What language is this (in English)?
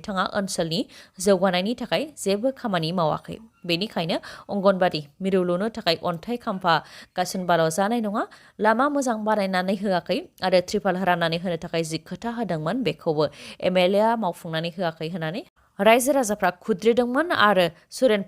Bodo